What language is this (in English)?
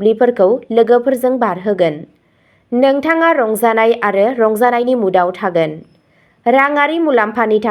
Bodo